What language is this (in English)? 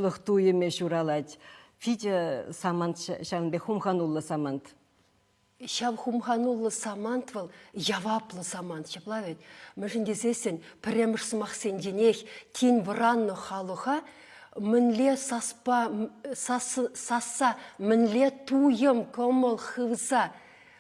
Chuvash